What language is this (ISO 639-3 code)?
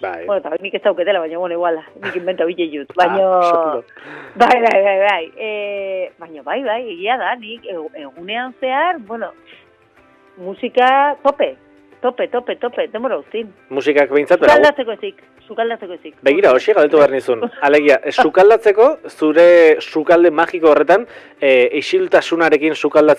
eus